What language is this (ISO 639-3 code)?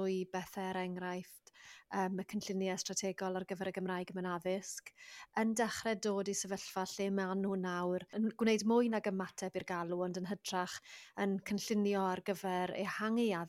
cym